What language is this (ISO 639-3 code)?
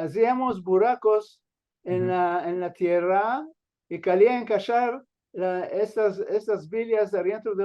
lad